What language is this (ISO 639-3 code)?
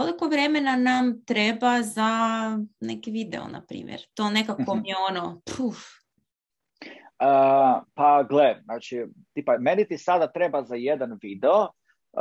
hrv